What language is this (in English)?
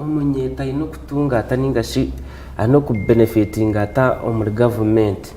Nyankole